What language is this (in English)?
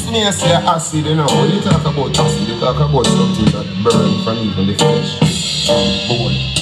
Jamaican Creole English